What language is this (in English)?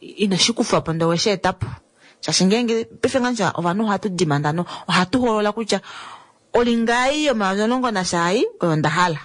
Kuanyama